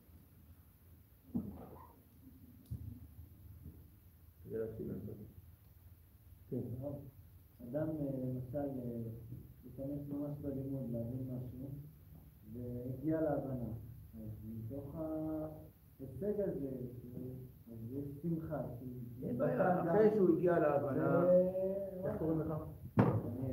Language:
Hebrew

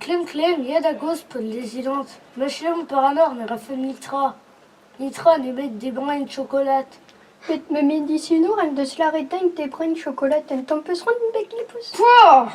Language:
Breton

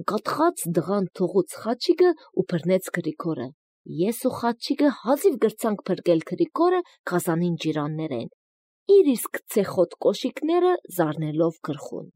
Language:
Armenian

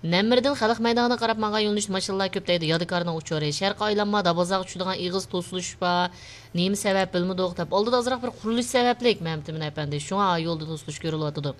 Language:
Uyghur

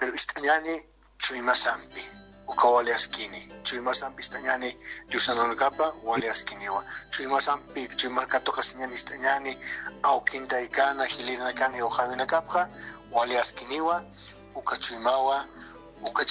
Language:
Aymara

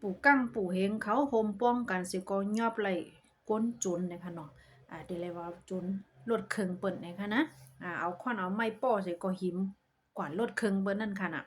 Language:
Shan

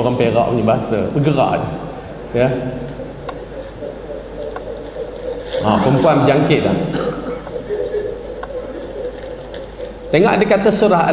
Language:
Malay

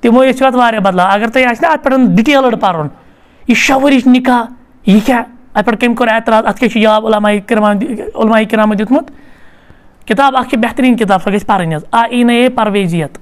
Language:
Kashmiri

